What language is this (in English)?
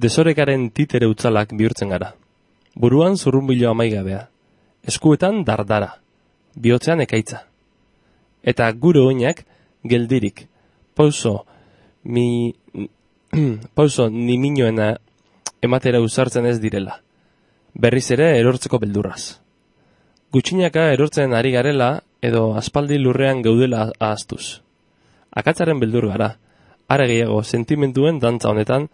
Basque